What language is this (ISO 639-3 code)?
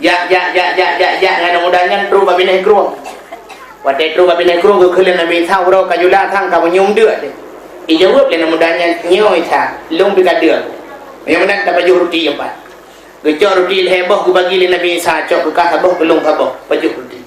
ace